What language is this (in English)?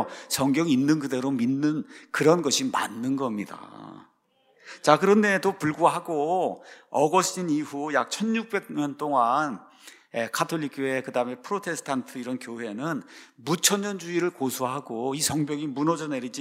Korean